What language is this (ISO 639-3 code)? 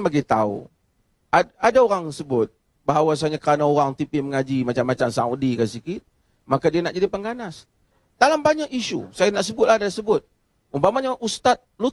msa